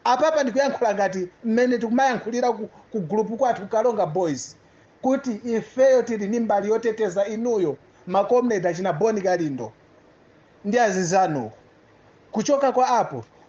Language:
Nyanja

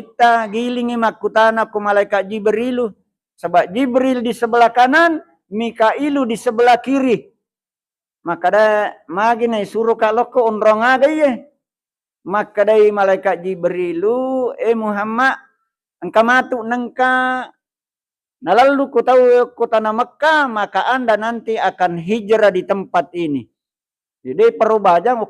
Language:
Buginese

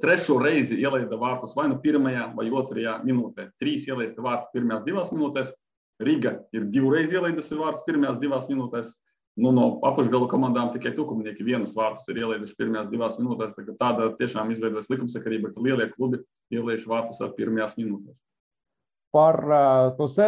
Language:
Latvian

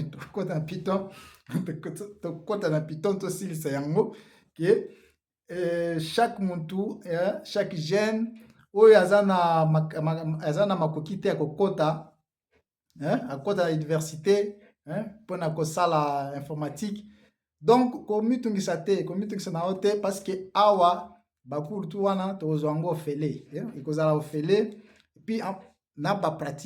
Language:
Lingala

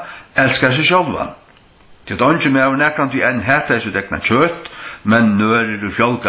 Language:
Faroese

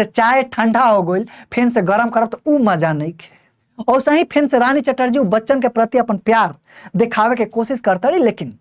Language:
Bhojpuri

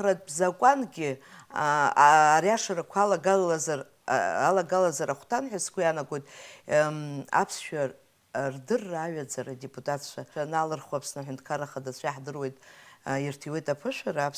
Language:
Abkhazian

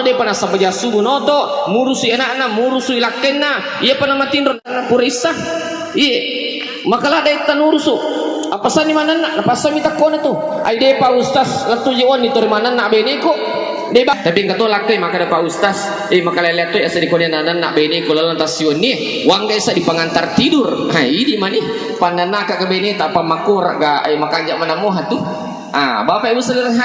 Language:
Buginese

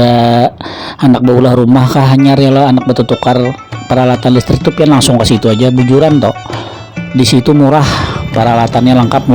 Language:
Banjar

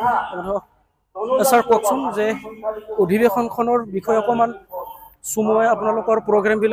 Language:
Assamese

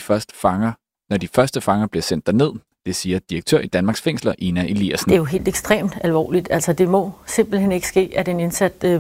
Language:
Danish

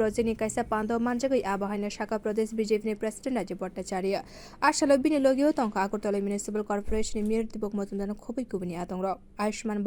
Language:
Kok Borok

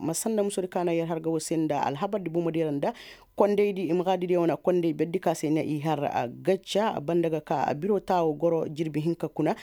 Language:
Koyraboro Senni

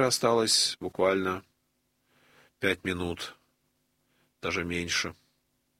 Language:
Russian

